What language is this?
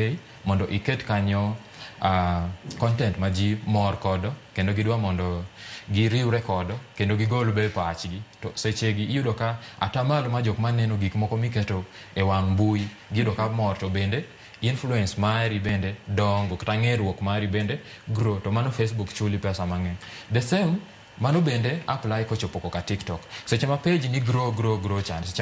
Luo (Kenya and Tanzania)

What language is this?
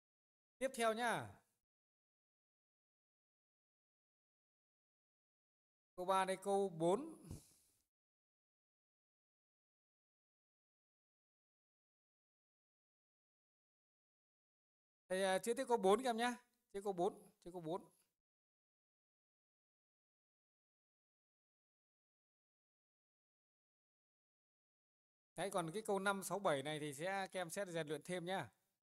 Vietnamese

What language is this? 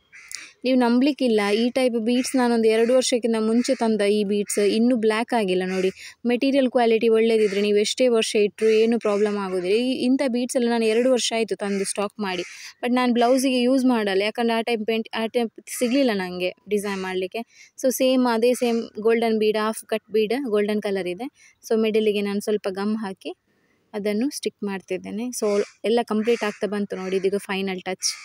Kannada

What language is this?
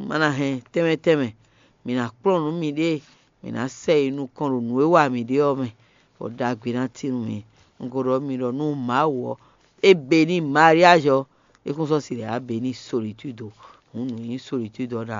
Fon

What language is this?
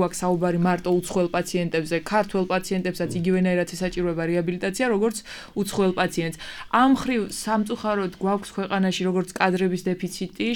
Georgian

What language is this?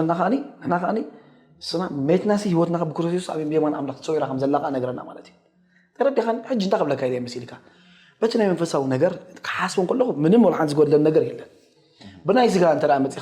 Tigrinya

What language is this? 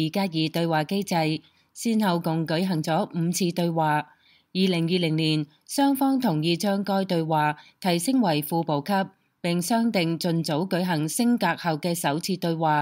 Cantonese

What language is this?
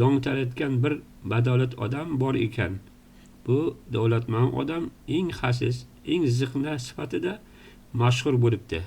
Uzbek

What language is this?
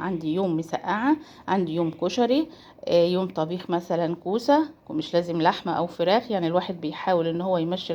Egyptian Arabic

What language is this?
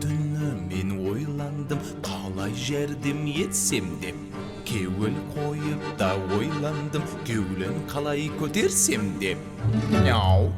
Kara-Kalpak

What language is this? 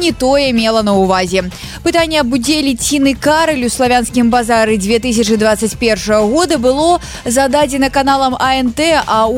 Belarusian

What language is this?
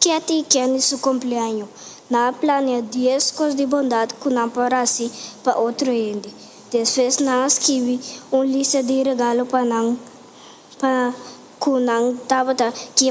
Papiamento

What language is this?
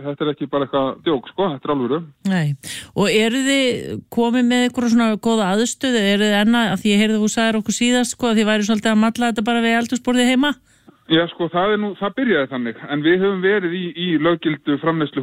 Icelandic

